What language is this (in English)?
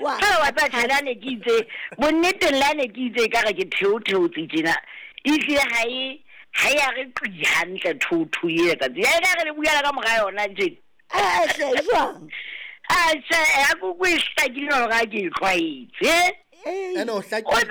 Southern Sotho